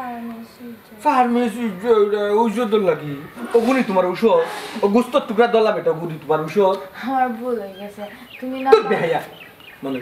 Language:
Sylheti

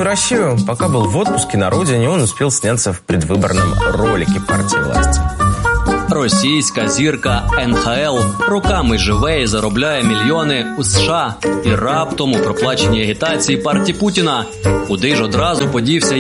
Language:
Ukrainian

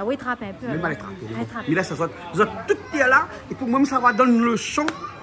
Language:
Réunion Creole French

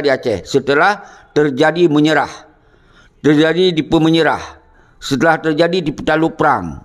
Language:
Achinese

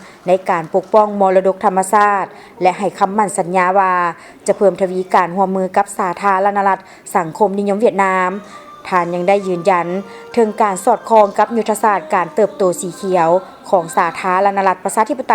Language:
Lao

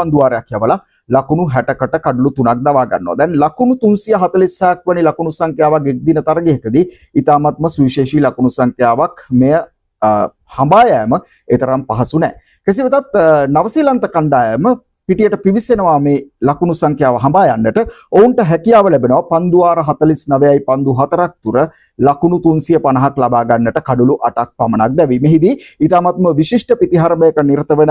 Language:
Sinhala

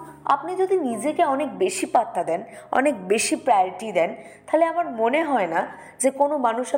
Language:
Bangla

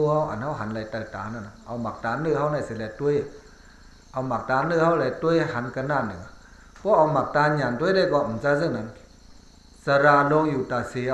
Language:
Shan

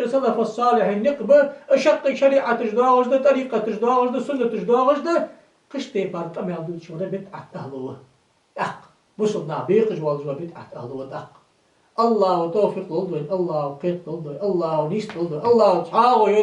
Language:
Ingush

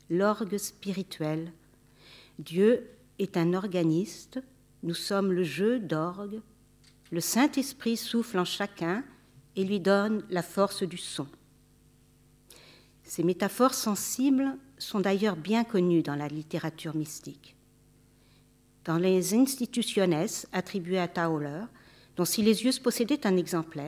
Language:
French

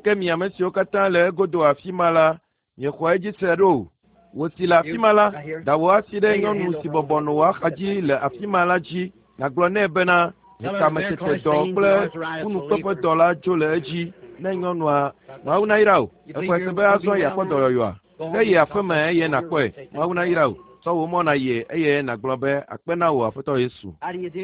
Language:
Ewe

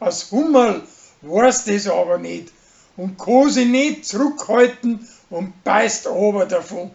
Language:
Bavarian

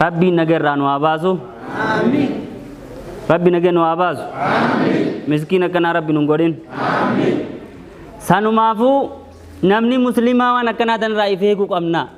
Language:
Oromo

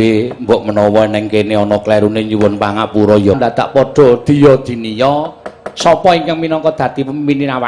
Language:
Javanese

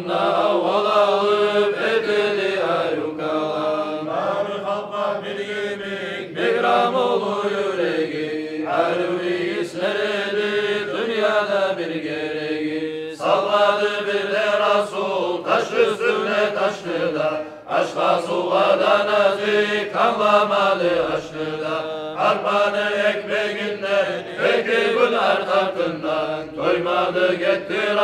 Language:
Kumyk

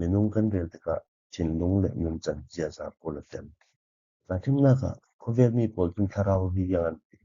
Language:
Falam Chin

